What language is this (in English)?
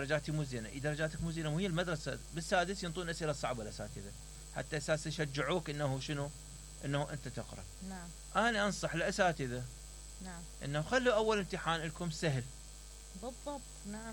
Mesopotamian Arabic